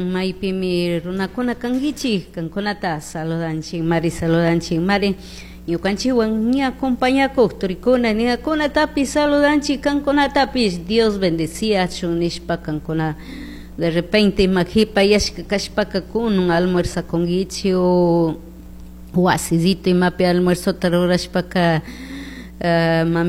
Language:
Chimborazo Highland Quichua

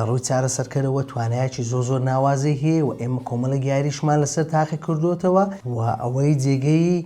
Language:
Central Kurdish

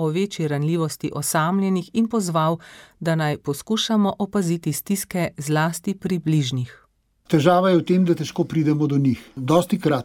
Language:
Slovenian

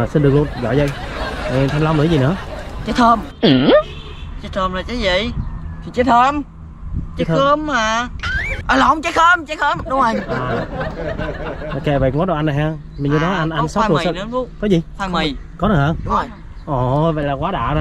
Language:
Vietnamese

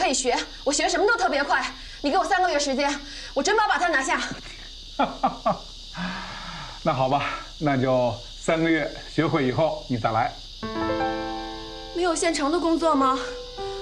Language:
Chinese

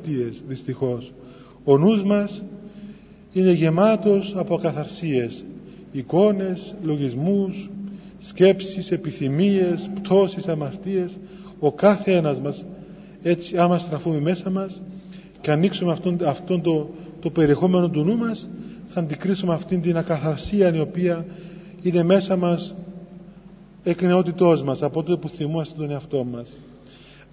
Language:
Greek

